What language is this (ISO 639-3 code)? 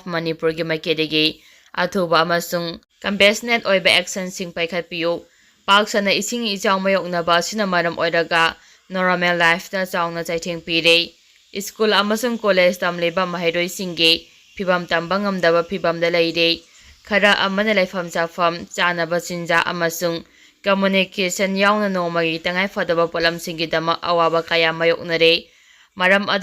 mni